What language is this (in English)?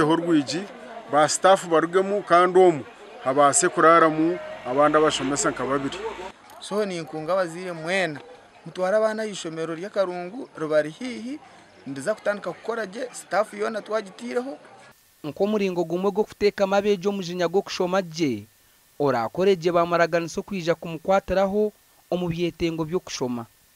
Nyankole